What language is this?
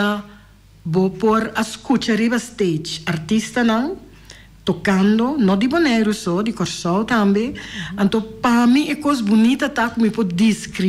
Papiamento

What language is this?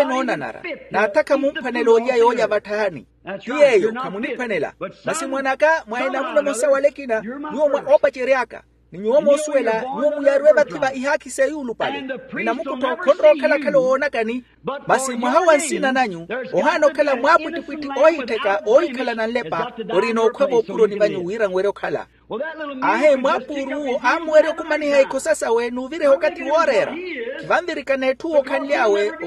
Makhuwa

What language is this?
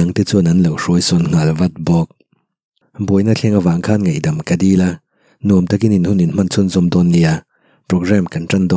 Mizo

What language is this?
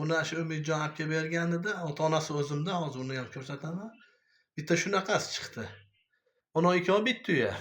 Uzbek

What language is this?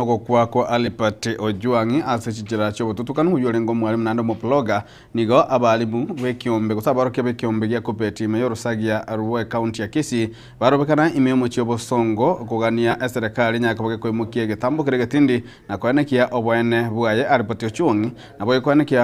Gusii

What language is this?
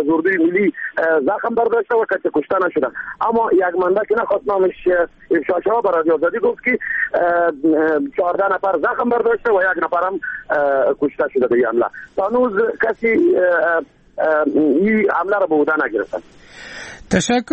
Persian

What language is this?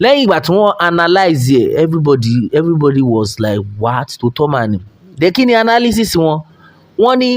Yoruba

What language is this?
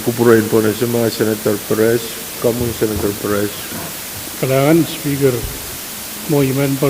Pohnpeian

